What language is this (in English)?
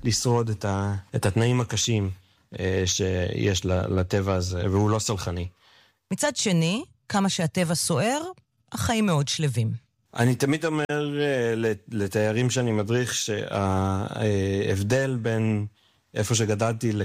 Hebrew